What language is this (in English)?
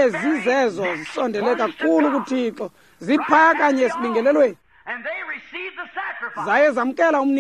Xhosa